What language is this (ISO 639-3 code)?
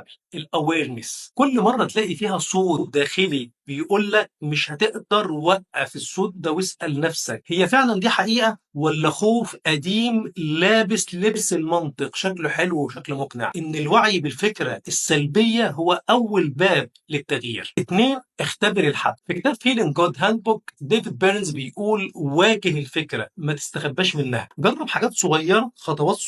arz